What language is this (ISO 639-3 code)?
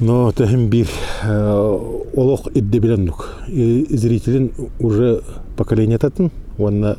sah